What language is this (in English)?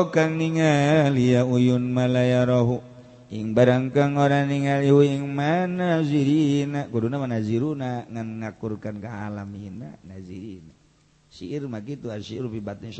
Sundanese